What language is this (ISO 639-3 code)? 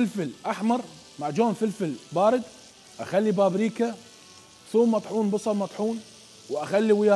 acm